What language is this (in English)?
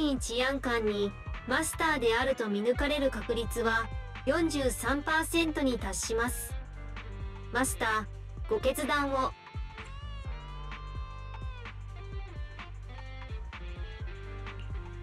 Japanese